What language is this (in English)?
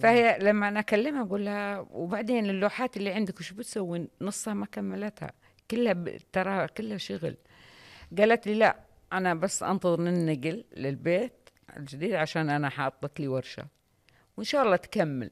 Najdi Arabic